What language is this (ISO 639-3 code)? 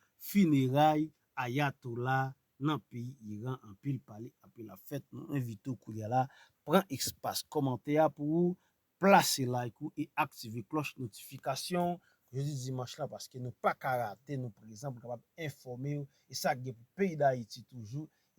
hat